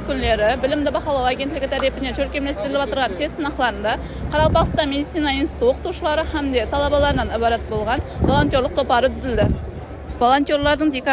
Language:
Kara-Kalpak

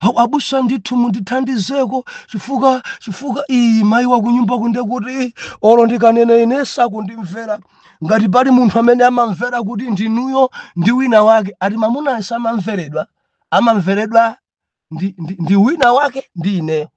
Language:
Nyanja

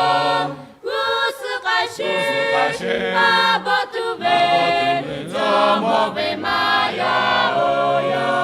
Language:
Lahu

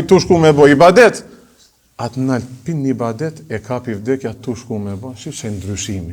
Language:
Albanian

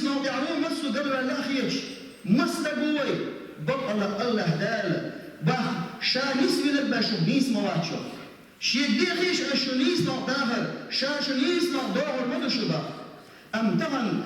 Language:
Chechen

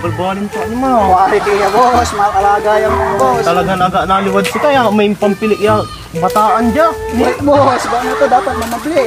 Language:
Pangasinan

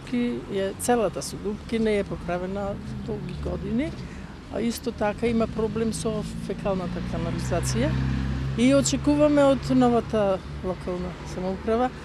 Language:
Macedonian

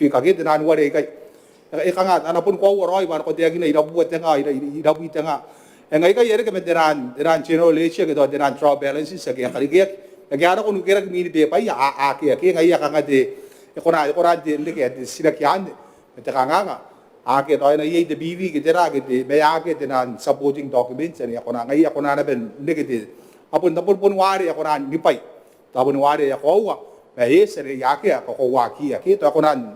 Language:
Gilbertese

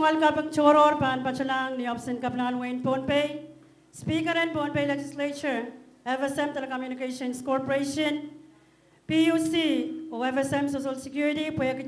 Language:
Pohnpeian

